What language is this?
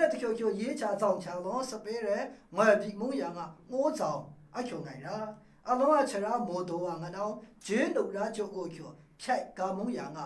Maru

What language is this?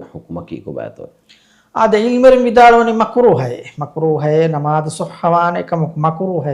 Divehi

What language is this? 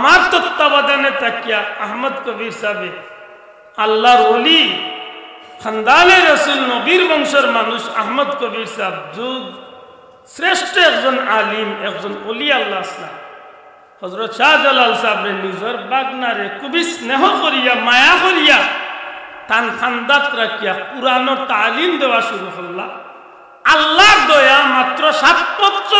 Sylheti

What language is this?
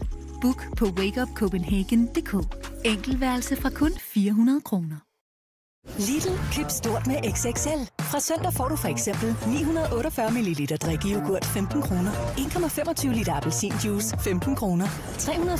Danish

